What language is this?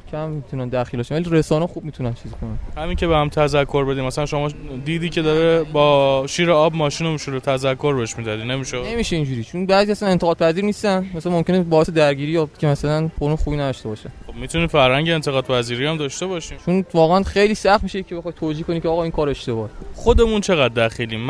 Persian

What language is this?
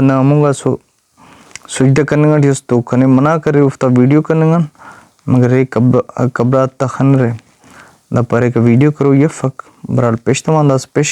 Brahui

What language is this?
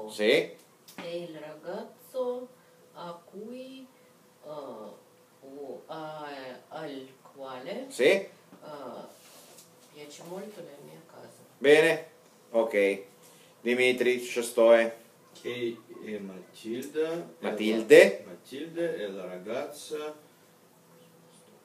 Italian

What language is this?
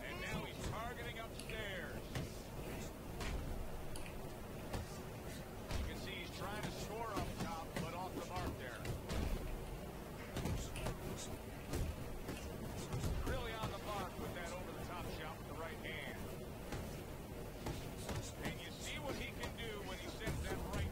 English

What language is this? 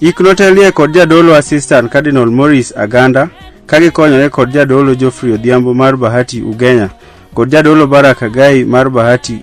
Luo (Kenya and Tanzania)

